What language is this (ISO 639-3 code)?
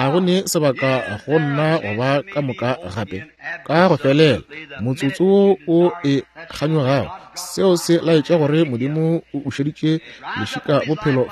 nso